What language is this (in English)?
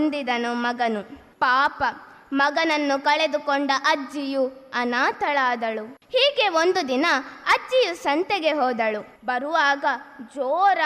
Kannada